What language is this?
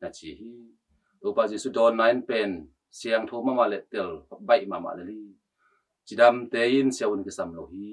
Tedim Chin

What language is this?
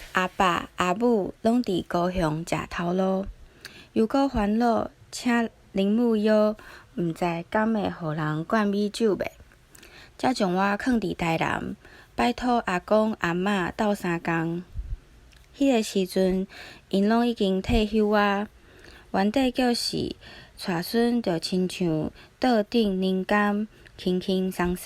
Min Nan Chinese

